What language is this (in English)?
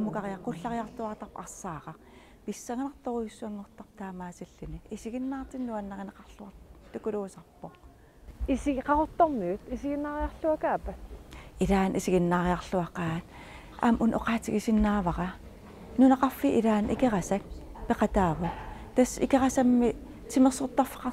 Kalaallisut